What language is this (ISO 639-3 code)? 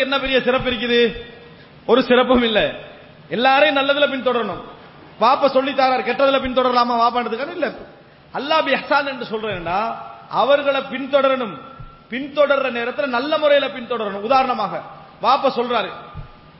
tam